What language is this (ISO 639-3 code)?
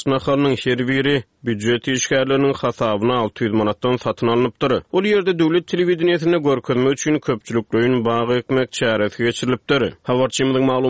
tuk